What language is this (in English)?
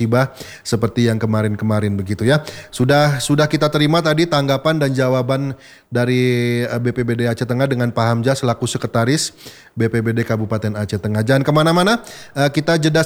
Indonesian